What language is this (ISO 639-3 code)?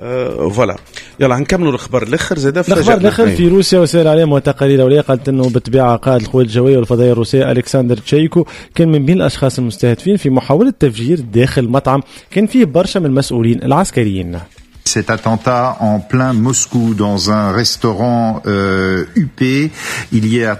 aeb